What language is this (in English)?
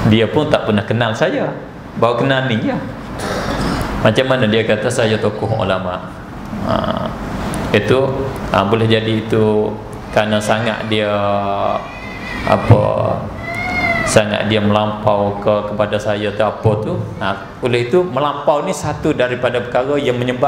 Malay